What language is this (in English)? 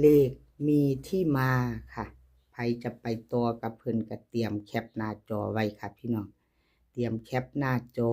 Northeastern Thai